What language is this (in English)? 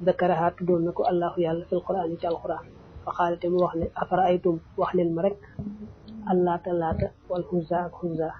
Wolof